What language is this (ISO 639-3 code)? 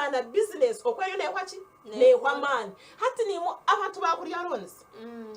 nyn